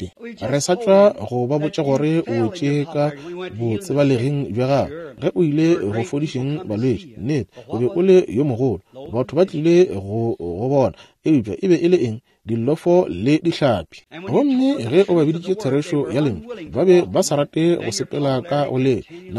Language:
Northern Sotho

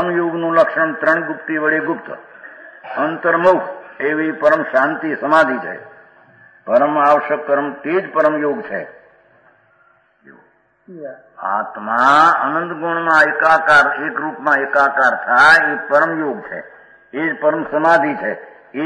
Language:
Gujarati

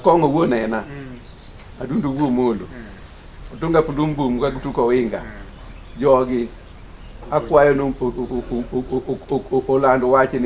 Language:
Luo (Kenya and Tanzania)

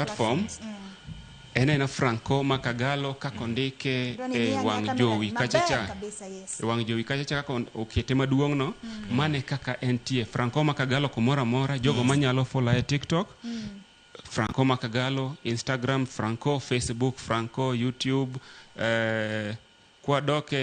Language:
Luo (Kenya and Tanzania)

